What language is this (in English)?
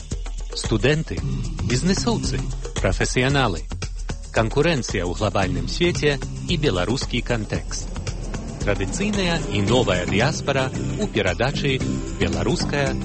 Belarusian